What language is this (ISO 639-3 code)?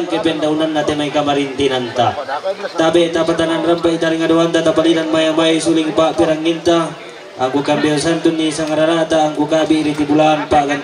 sda